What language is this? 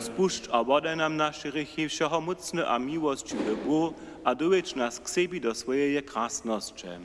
Upper Sorbian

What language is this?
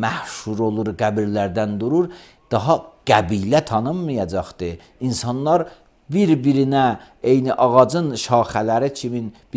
Azerbaijani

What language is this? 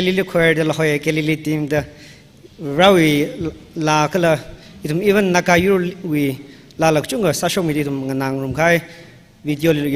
Tangkhul Naga (India)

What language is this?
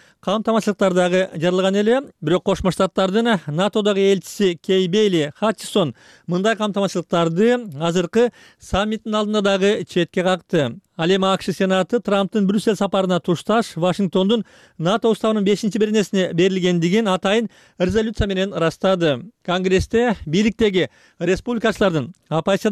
Kyrgyz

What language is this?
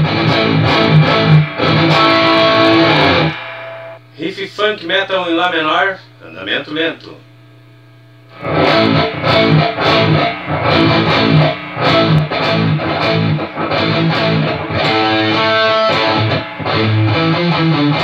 Portuguese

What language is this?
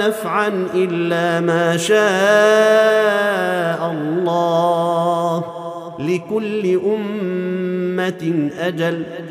Arabic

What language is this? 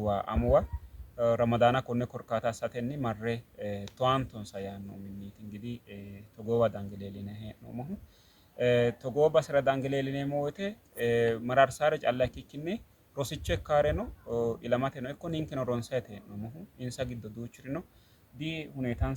Sidamo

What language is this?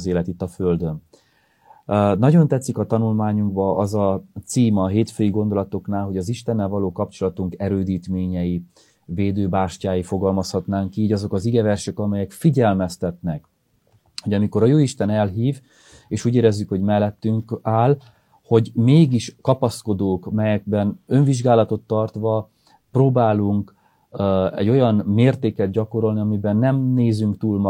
Hungarian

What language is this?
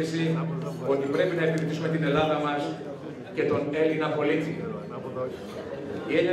Greek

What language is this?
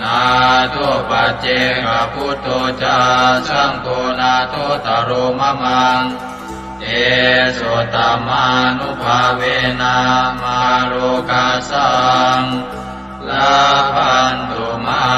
Pali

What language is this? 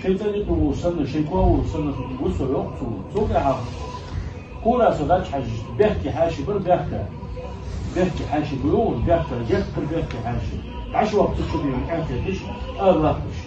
Ingush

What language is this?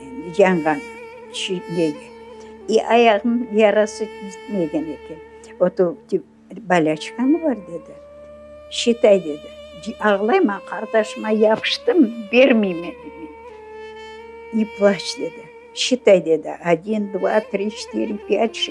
Crimean Tatar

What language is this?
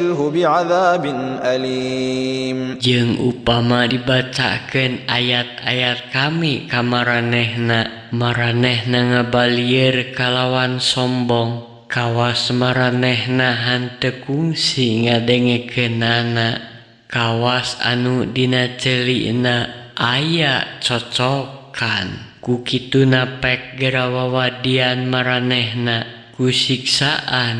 Sundanese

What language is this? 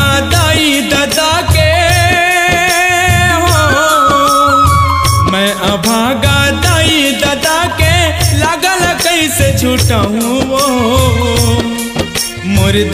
Chhattisgarhi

